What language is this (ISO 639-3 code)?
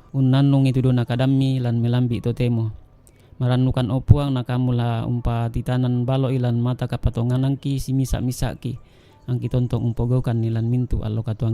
sda